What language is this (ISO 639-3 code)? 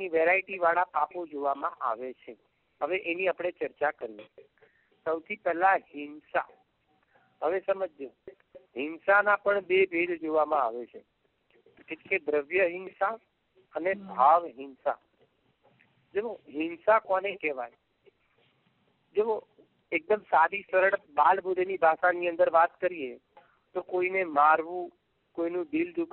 guj